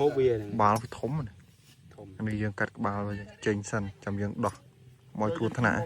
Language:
Khmer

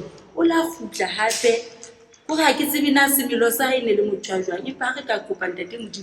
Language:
Southern Sotho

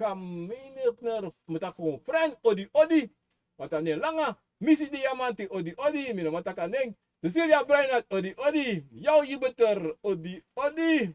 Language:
Sranan Tongo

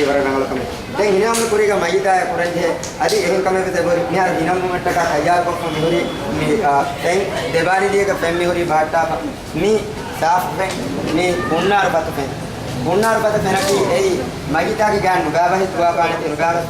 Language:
Divehi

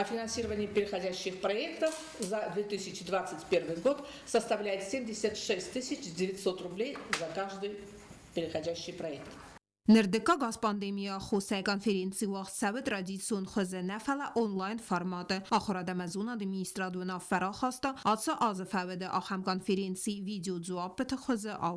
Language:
Ossetic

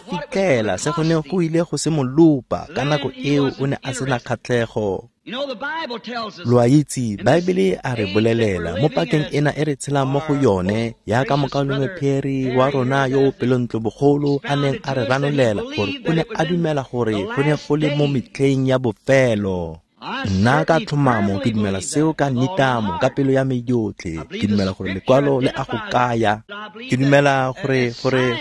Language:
Tswana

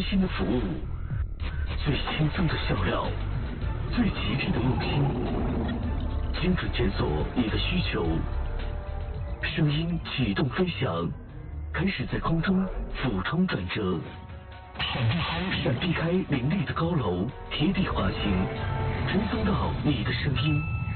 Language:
Chinese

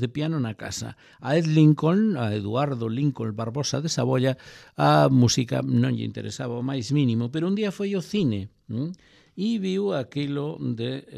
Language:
Galician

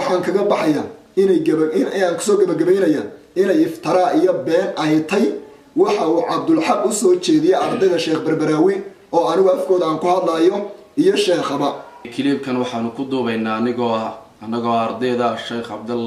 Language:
Somali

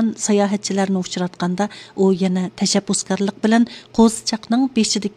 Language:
Uyghur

